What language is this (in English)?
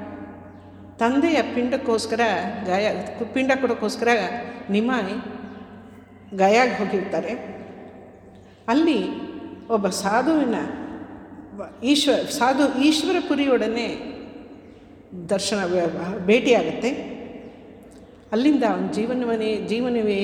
Kannada